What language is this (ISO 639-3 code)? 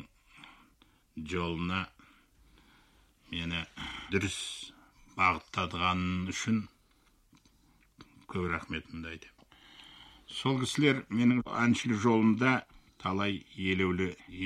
kaz